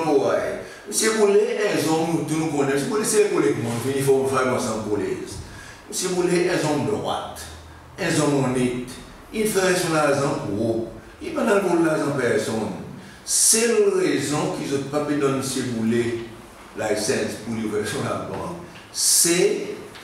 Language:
Seselwa Creole French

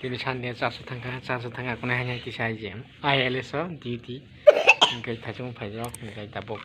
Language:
Kok Borok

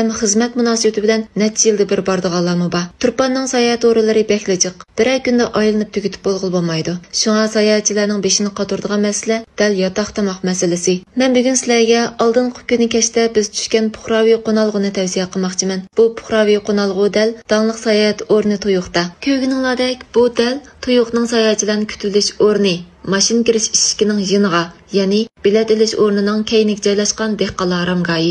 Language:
Uyghur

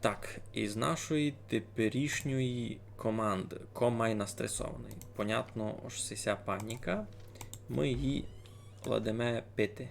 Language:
Rusyn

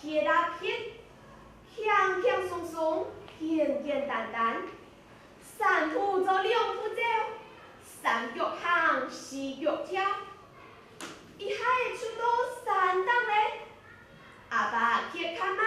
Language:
Hakka Chinese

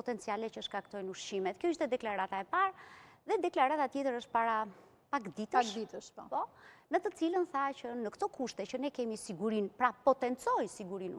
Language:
Albanian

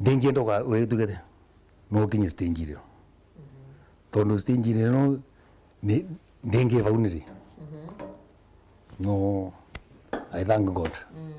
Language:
Meru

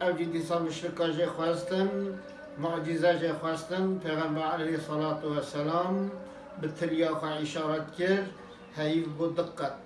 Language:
Kurdish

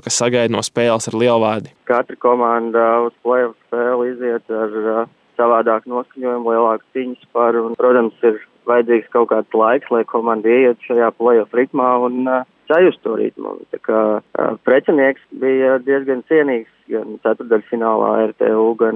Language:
Latvian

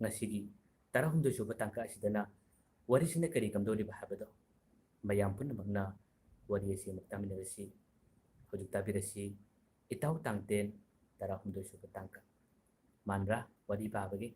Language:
Manipuri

